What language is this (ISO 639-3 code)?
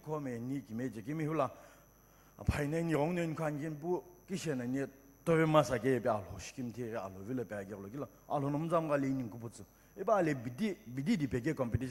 nsm